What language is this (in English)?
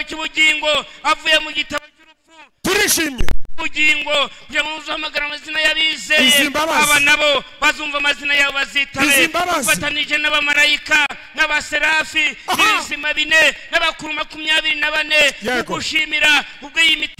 Kinyarwanda